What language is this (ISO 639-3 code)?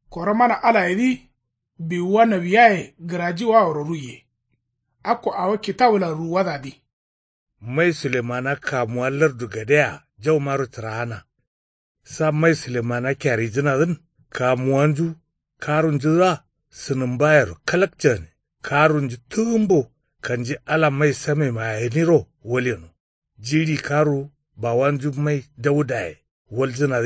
kau